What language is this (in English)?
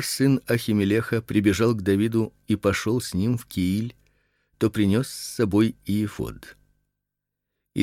Russian